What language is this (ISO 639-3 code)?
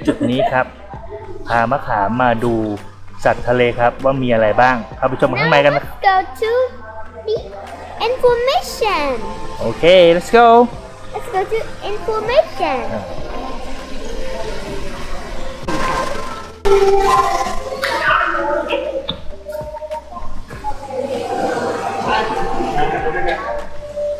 tha